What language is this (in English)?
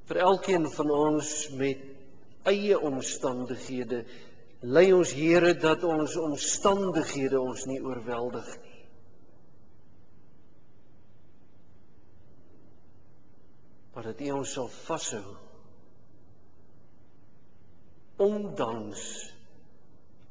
Afrikaans